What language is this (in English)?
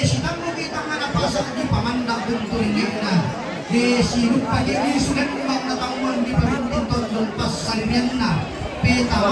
Toraja-Sa'dan